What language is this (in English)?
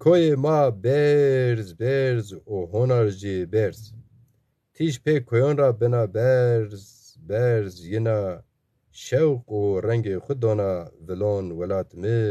Zaza